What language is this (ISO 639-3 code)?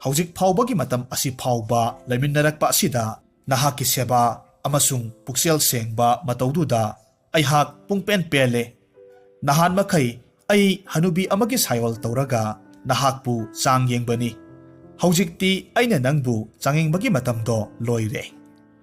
mni